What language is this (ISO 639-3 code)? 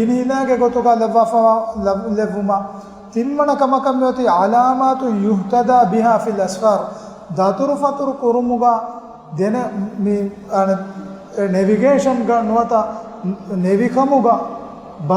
div